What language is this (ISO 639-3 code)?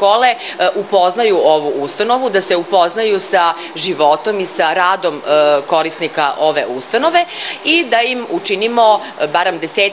srp